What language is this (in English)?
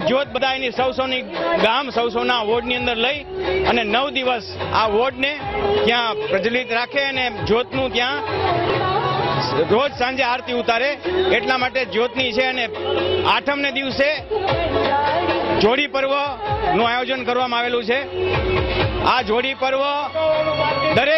Gujarati